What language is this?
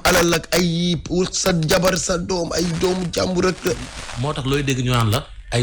Wolof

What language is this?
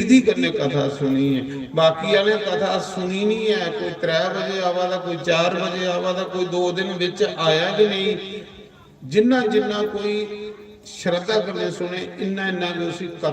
Dogri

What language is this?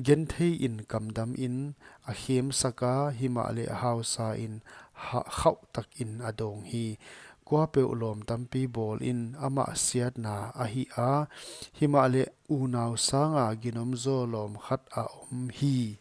Paite Chin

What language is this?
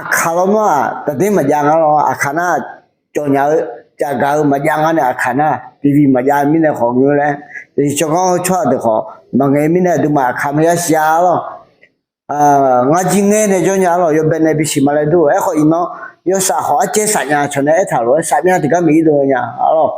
Akha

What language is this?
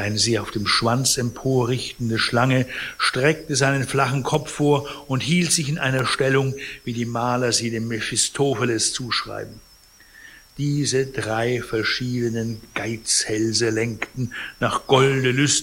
German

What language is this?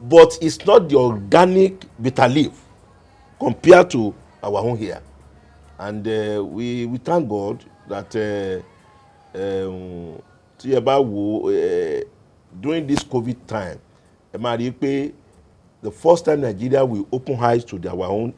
Yoruba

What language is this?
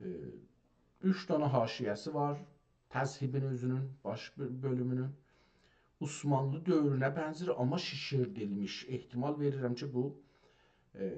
South Azerbaijani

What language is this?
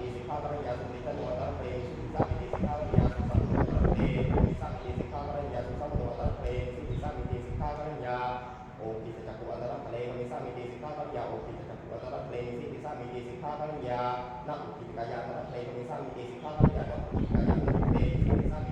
Pali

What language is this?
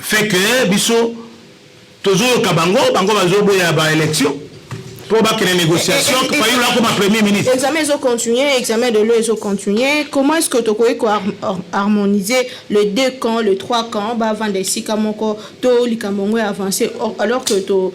Lingala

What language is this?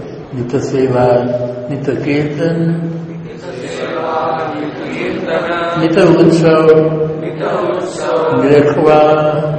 Gujarati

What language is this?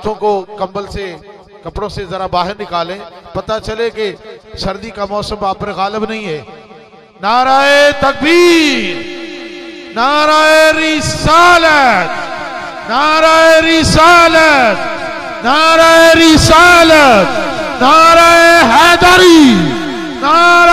Urdu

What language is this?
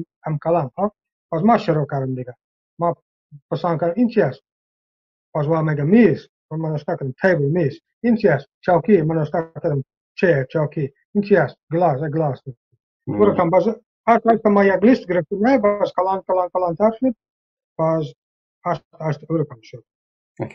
Persian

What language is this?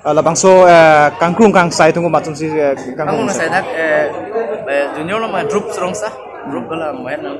Karbi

